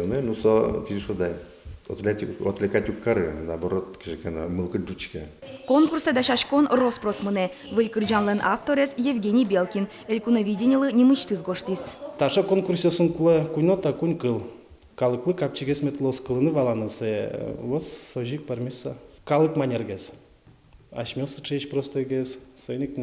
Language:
Udmurt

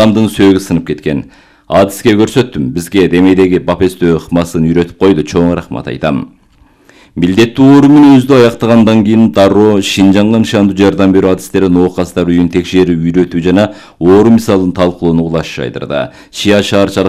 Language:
Kyrgyz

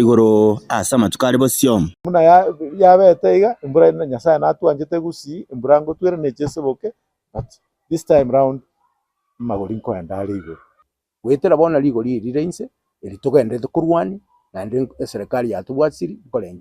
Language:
Gusii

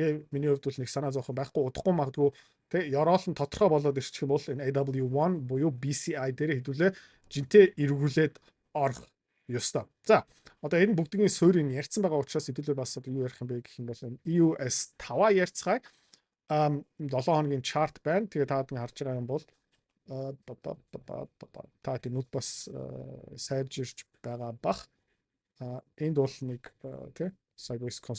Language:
Mongolian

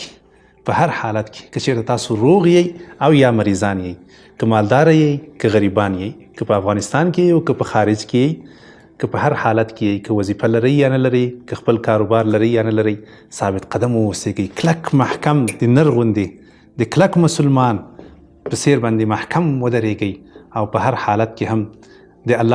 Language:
Pashto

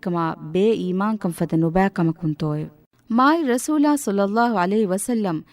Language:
Divehi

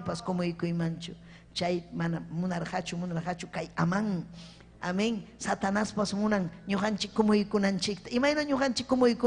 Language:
Ayacucho Quechua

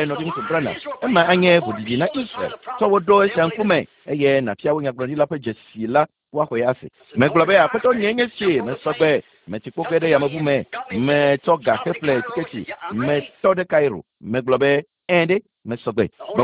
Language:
Ewe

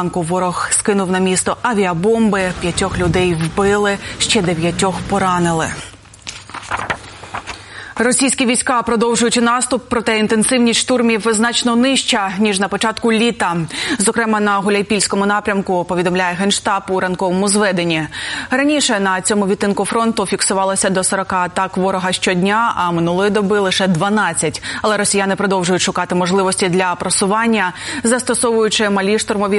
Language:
Ukrainian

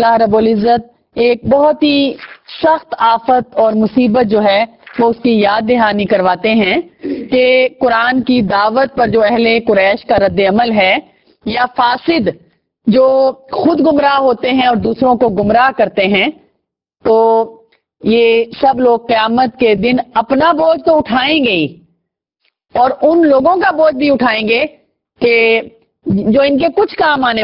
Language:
Urdu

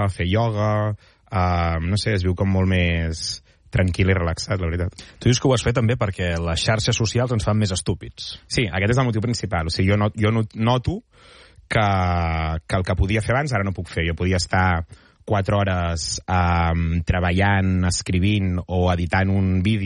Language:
Catalan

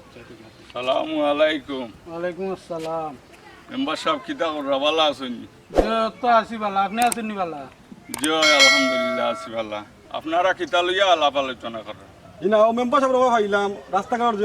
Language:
Sylheti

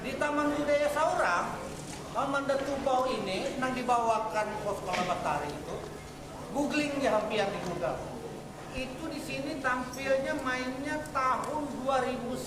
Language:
Banjar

